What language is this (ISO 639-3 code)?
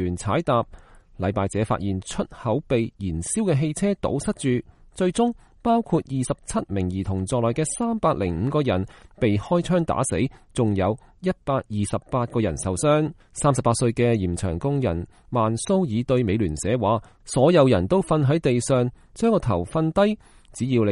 yue